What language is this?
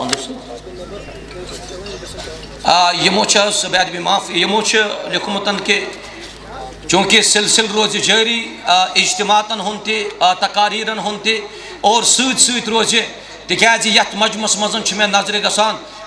Kashmiri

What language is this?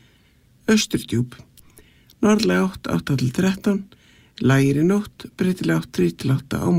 Icelandic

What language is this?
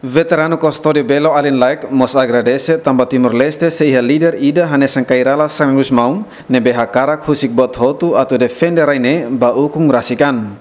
Tetum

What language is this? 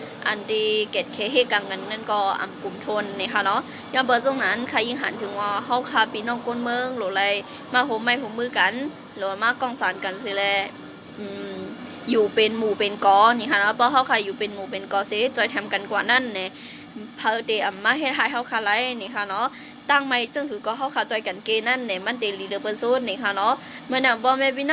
Shan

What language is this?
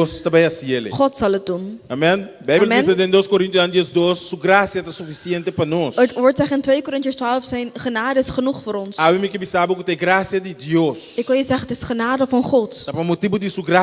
Papiamento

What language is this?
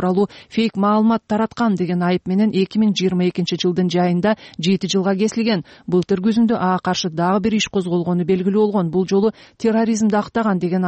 Kyrgyz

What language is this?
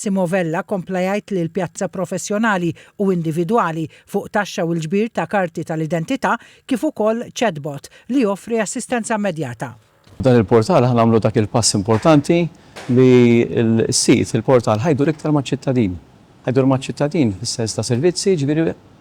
Maltese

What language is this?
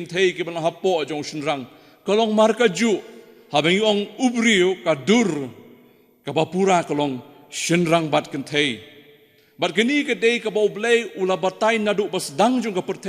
Khasi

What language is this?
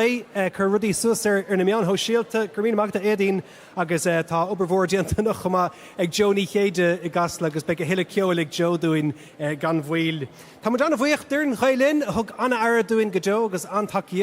Irish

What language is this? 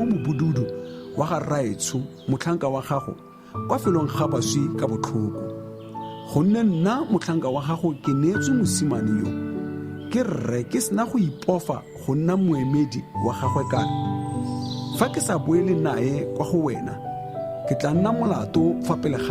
Tswana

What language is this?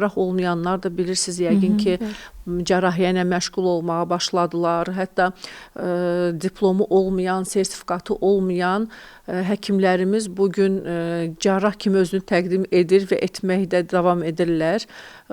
Azerbaijani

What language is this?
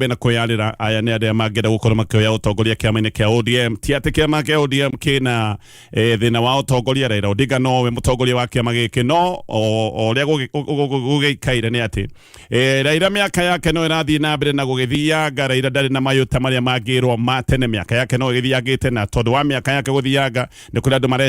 Kikuyu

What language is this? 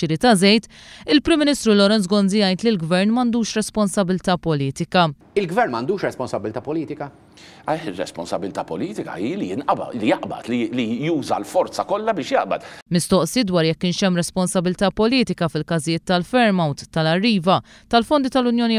Maltese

